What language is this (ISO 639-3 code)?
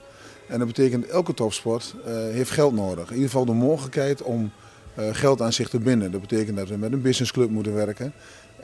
nld